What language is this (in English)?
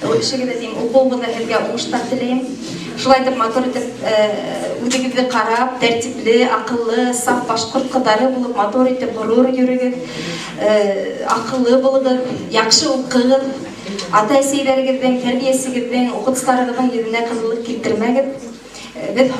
Bashkir